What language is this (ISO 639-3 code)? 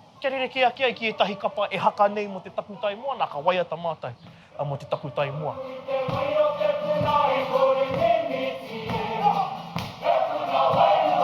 mri